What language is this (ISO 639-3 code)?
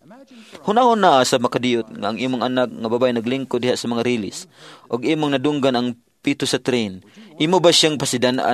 ceb